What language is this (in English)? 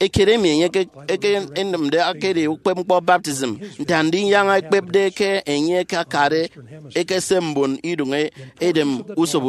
Efik